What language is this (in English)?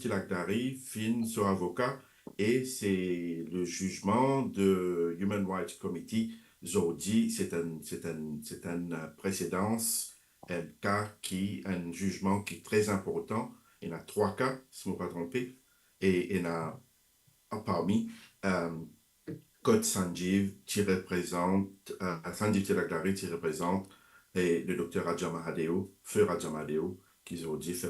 Morisyen